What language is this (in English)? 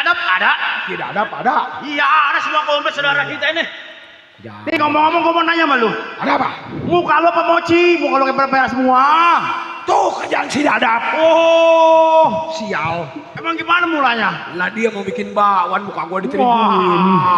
Betawi